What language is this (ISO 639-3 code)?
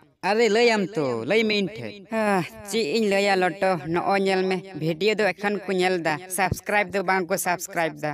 sat